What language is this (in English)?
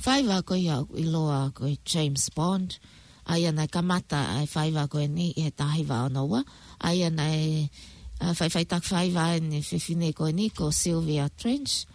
Tongan